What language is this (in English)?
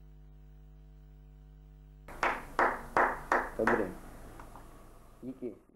Czech